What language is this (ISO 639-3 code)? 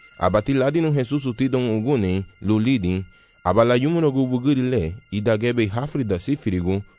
cab